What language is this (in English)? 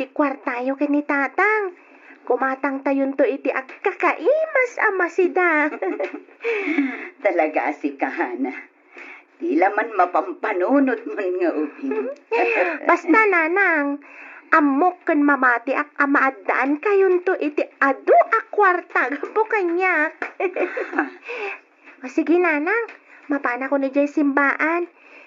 Iloko